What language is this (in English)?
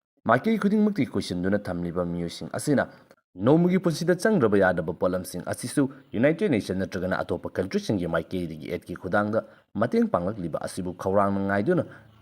Manipuri